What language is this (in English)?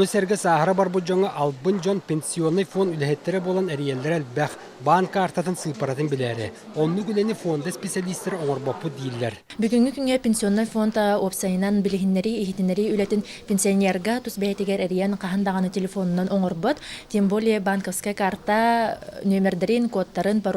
Yakut